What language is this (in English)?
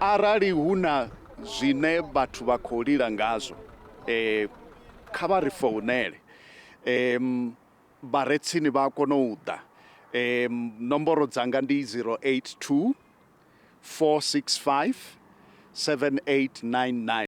Venda